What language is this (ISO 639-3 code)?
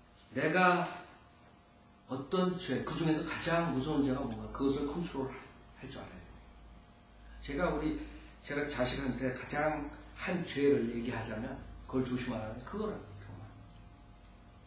kor